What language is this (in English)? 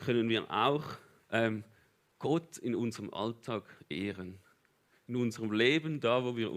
Swiss German